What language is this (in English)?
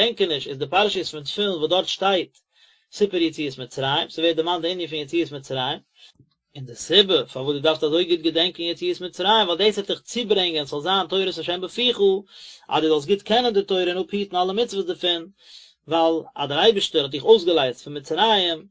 Yiddish